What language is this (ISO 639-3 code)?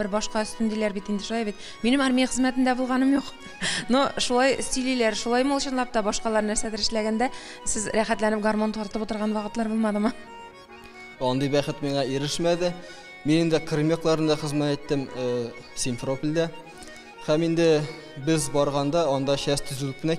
tat